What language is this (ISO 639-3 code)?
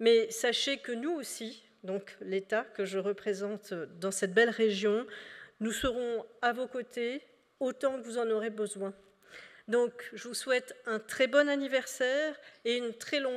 fra